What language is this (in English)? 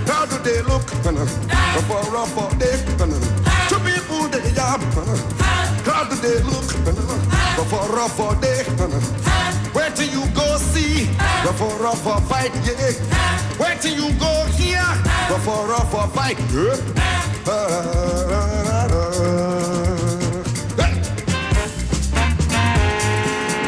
Norwegian